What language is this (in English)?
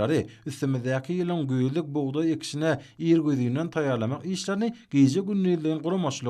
Turkmen